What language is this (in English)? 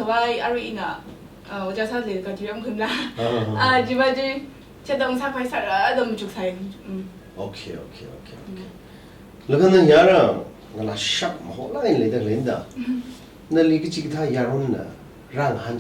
Tangkhul Naga (India)